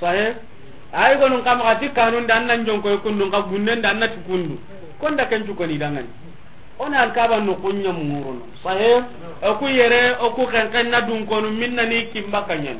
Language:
Soninke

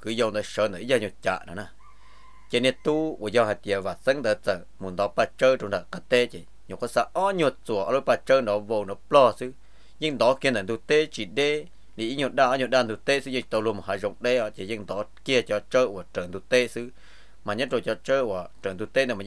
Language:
Vietnamese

